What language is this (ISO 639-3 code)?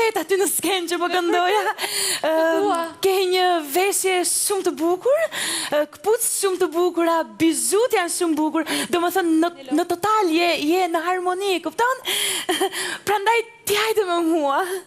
sqi